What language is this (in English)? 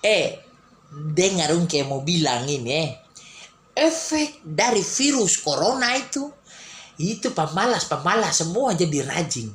Manado Malay